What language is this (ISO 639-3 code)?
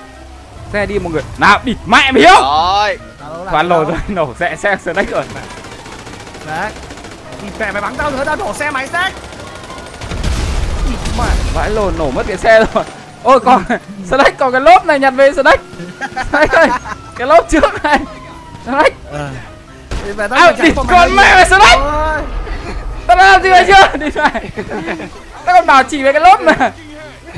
vie